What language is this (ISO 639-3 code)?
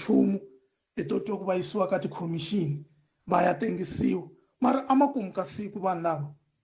tso